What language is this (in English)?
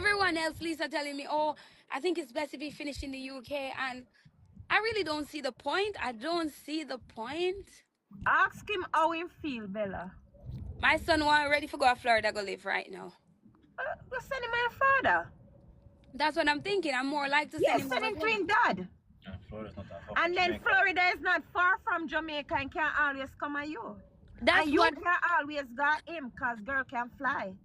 Jamaican Creole English